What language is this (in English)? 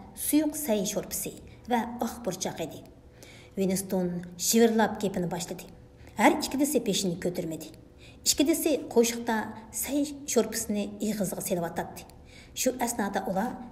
Uyghur